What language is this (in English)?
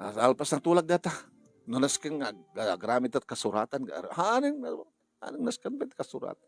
Iloko